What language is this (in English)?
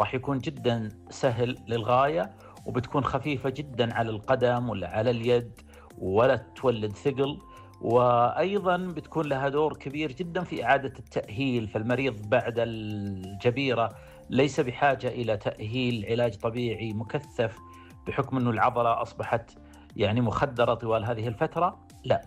Najdi Arabic